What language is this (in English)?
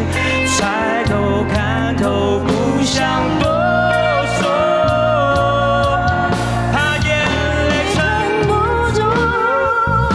Chinese